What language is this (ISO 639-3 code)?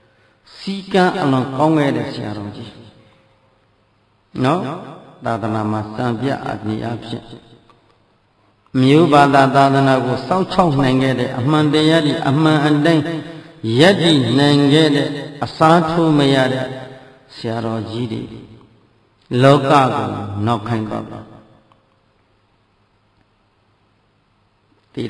mya